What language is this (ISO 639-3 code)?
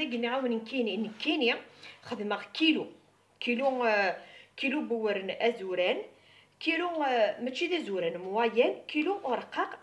kab